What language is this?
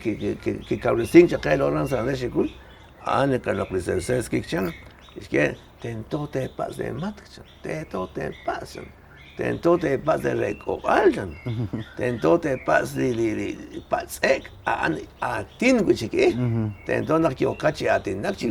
Kekchí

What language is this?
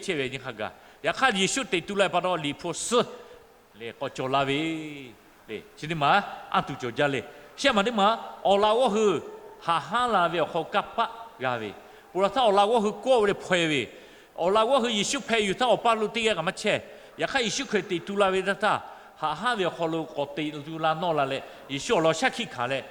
Lahu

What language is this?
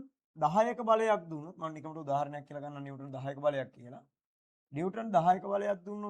Sinhala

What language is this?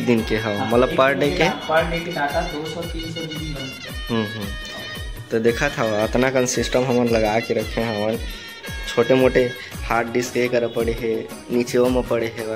Chhattisgarhi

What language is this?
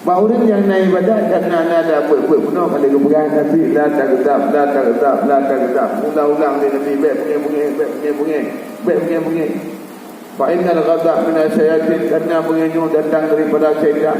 Achinese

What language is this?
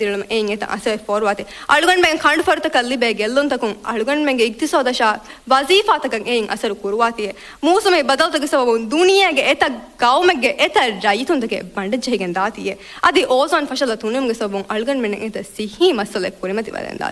Divehi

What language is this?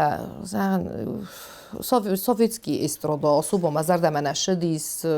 Ossetic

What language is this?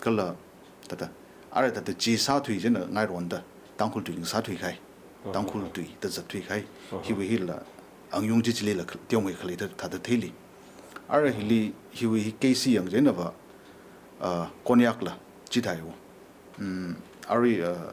Tangkhul Naga (India)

